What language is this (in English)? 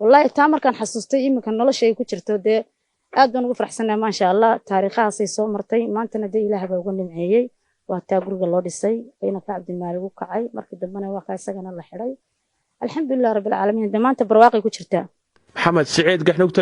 Somali